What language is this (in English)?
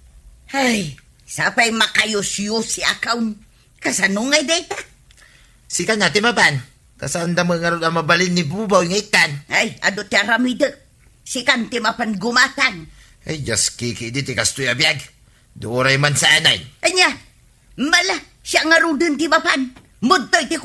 Iloko